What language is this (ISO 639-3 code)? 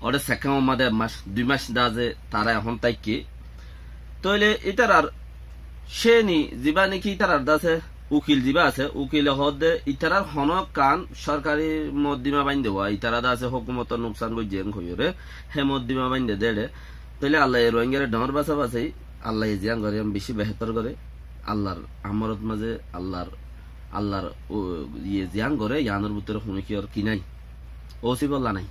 rhg